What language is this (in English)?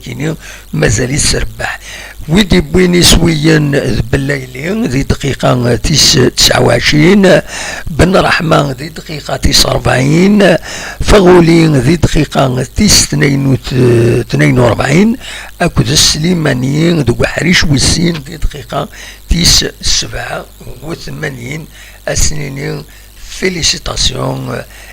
Kabyle